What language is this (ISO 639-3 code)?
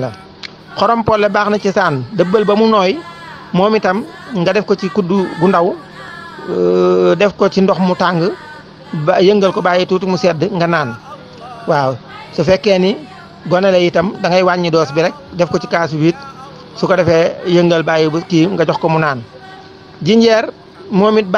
wol